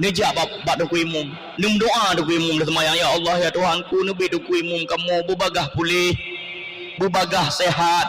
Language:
Achinese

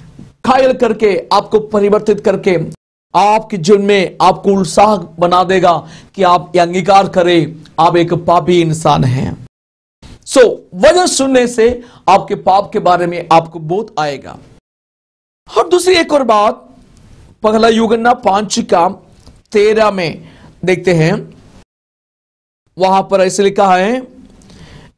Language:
Hindi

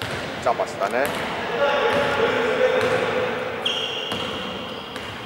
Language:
Greek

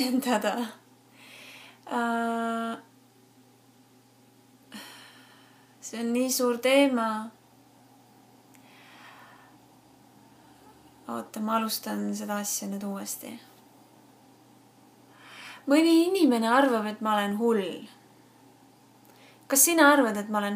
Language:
Estonian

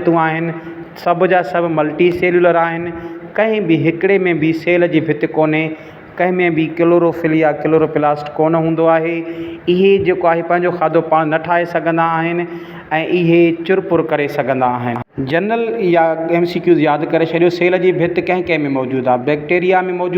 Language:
Sindhi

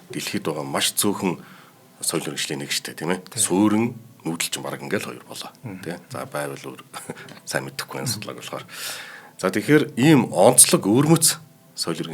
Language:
Mongolian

